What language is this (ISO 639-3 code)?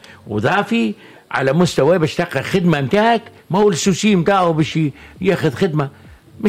aeb